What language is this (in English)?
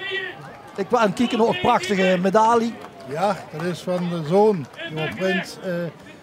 Limburgish